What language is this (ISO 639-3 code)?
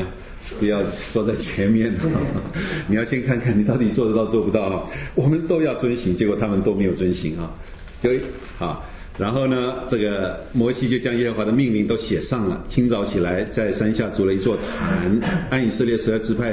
zho